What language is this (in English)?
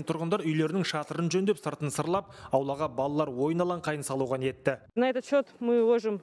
Kazakh